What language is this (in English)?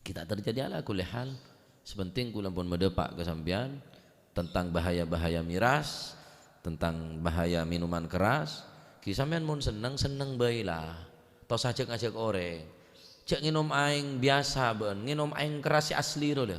Madurese